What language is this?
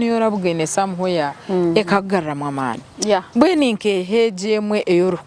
Nyankole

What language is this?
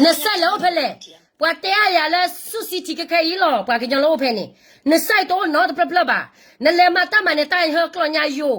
S'gaw Karen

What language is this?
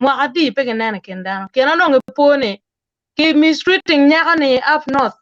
Acoli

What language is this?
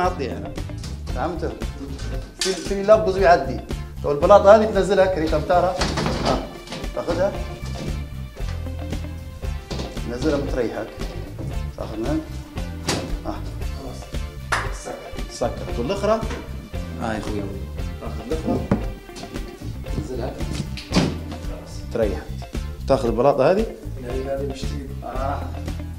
Libyan Arabic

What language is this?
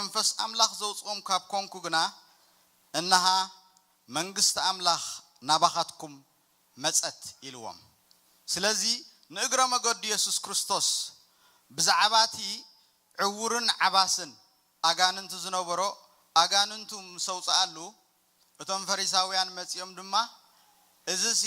Tigrinya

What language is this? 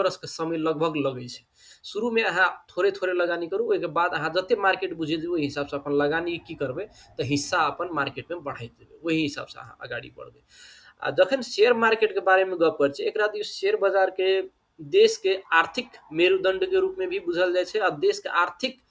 Maithili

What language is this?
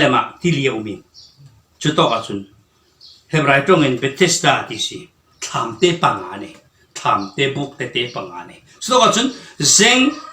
Falam Chin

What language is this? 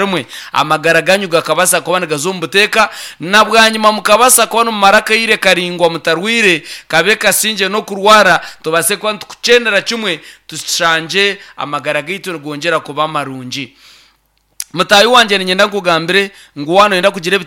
Nyankole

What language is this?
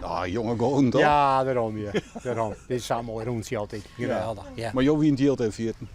Western Frisian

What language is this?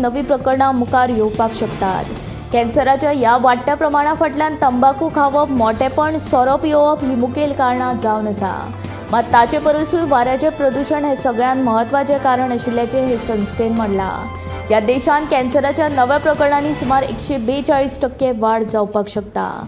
Konkani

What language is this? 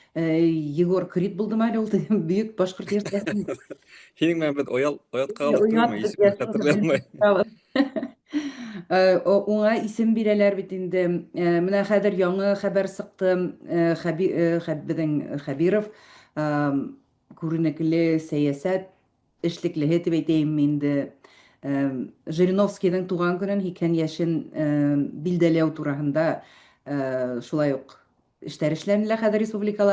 Bashkir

